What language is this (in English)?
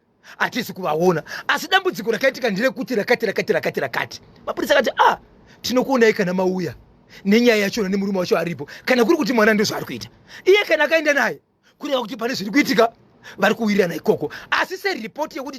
Shona